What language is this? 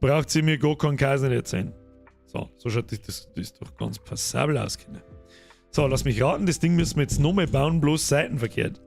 Bavarian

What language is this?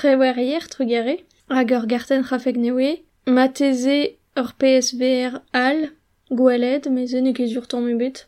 Breton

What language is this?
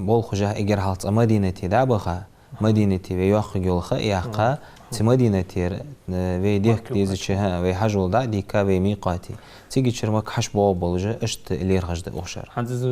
Ingush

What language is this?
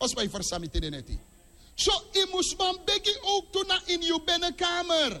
Sranan Tongo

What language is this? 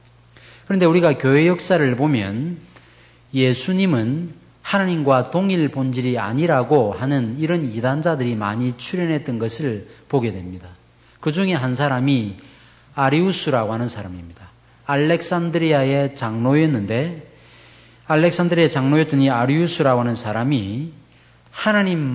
Korean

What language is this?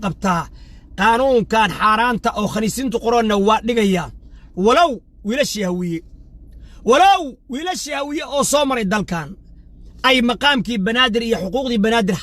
Somali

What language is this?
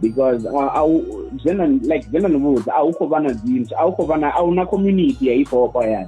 Venda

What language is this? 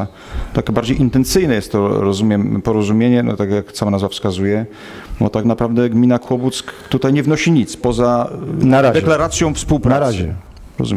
Polish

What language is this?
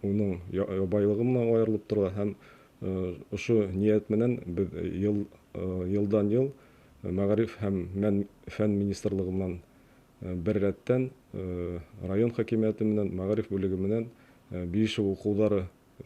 Bashkir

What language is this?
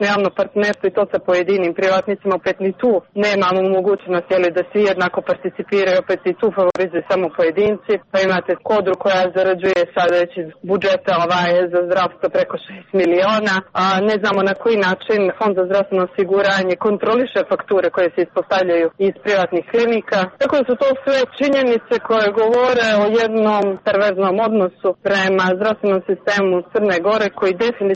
Serbian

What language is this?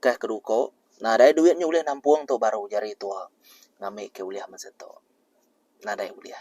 Iban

